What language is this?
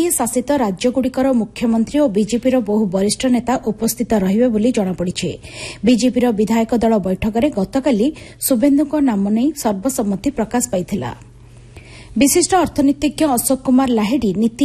Odia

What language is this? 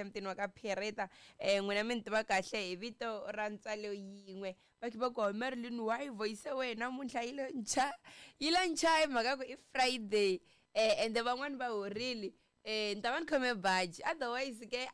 Tsonga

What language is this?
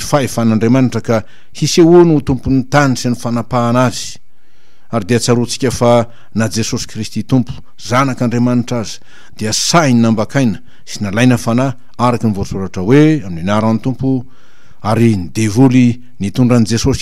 Malagasy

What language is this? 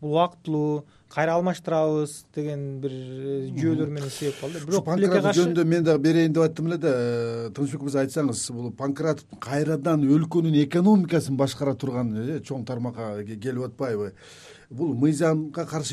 Kyrgyz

